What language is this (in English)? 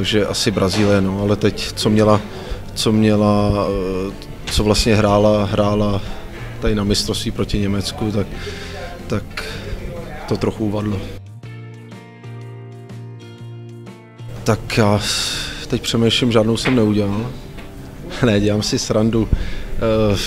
Czech